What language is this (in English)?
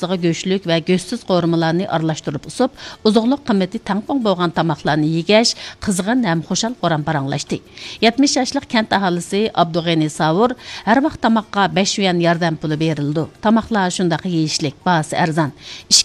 Uyghur